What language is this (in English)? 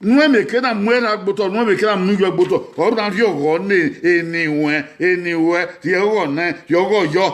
Bini